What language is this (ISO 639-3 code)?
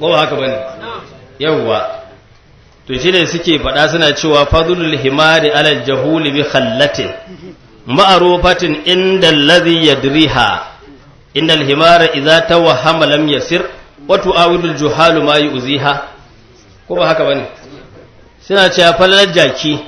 hau